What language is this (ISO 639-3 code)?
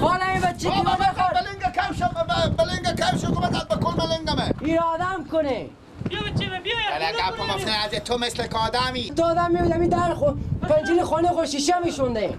fas